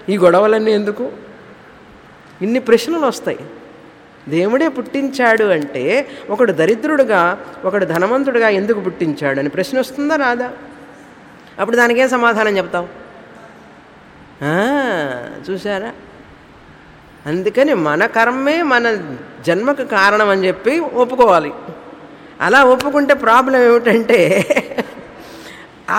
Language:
Telugu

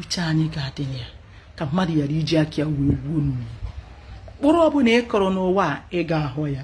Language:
Igbo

